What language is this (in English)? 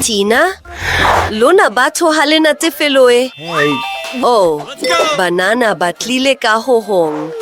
Southern Sotho